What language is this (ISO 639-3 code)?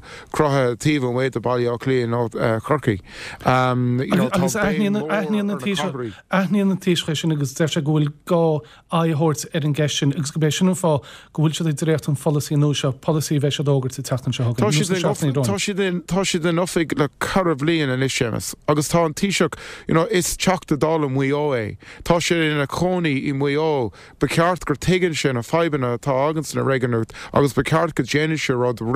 gle